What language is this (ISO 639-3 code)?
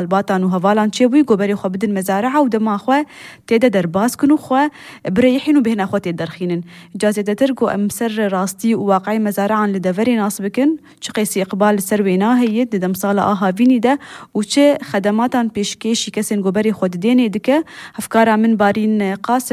kur